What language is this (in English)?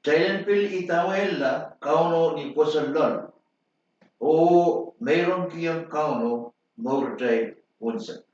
Pohnpeian